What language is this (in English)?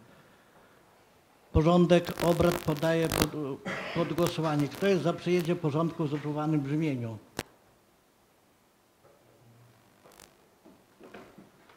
Polish